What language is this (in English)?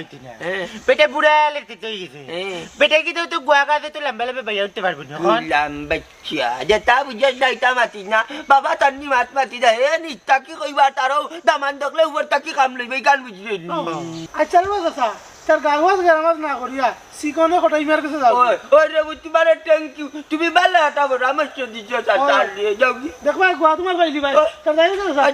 Sylheti